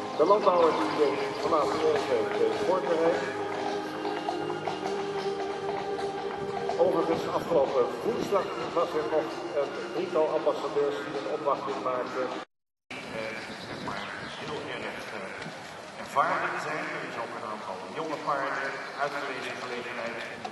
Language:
Dutch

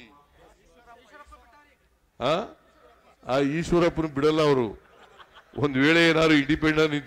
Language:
Kannada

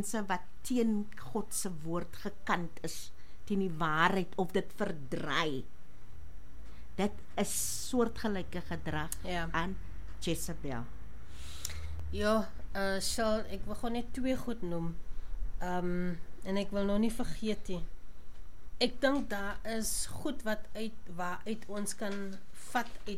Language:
Afrikaans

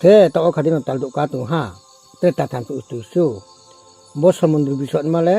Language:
Riang (India)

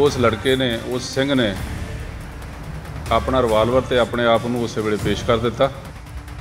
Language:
Punjabi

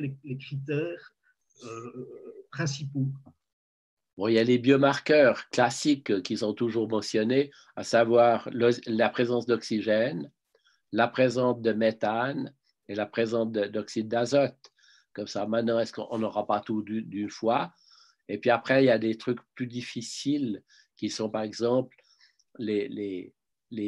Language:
French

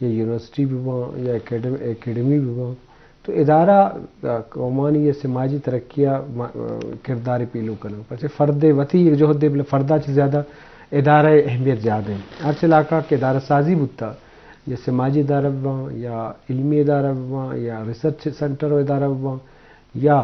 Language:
Eastern Balochi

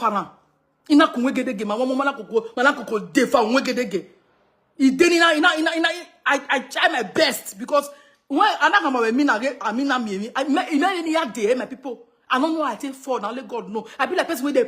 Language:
Nigerian Pidgin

